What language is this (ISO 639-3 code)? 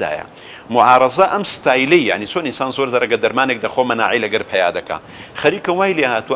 ckb